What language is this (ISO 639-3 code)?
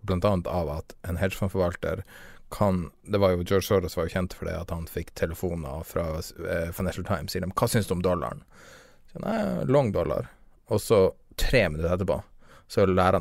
nor